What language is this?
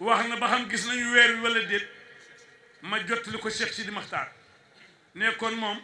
Wolof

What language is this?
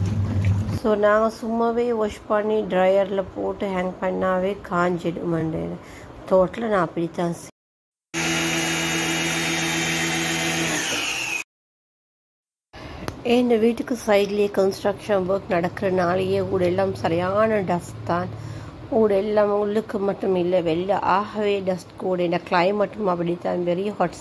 Tamil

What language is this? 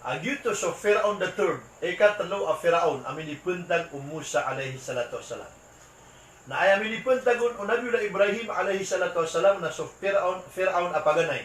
Maranao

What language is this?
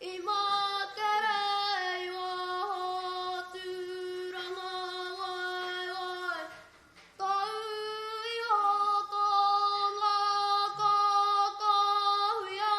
Māori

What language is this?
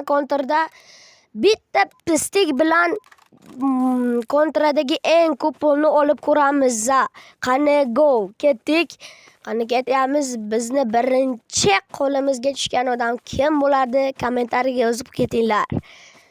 Uzbek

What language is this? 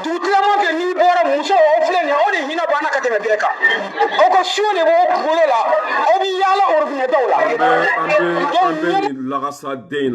Bambara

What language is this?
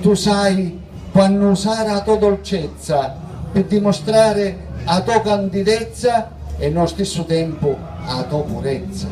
Sicilian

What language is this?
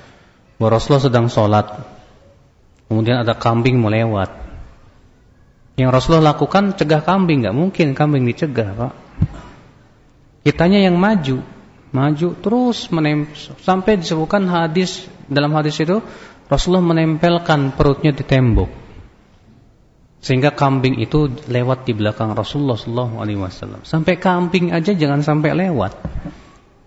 Indonesian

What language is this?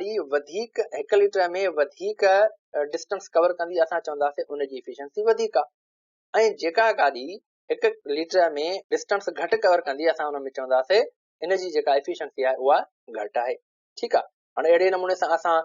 Sindhi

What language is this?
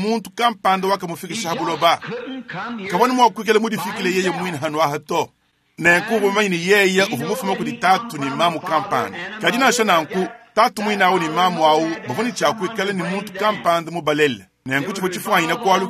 Luba-Lulua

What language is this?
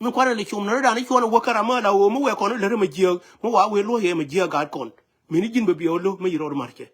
Nuer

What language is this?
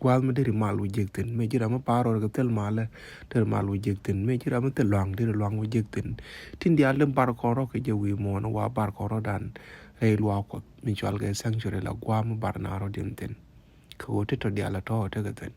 Nuer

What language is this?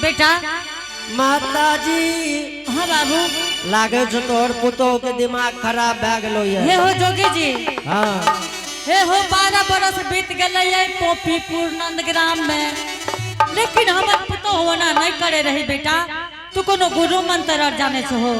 Angika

